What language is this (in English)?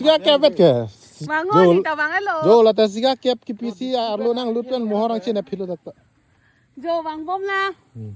Karbi